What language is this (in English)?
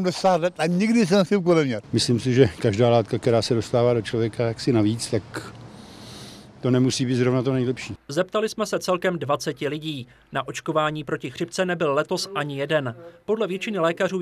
Czech